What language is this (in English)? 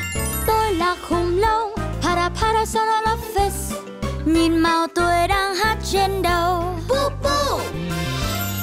Vietnamese